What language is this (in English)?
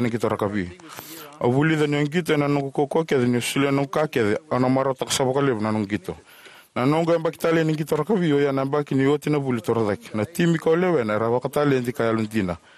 Fijian